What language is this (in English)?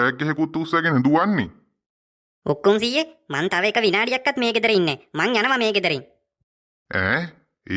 Sinhala